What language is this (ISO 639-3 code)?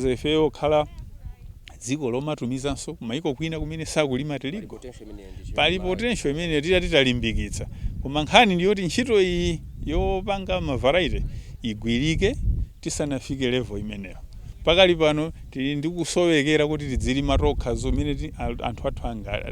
nya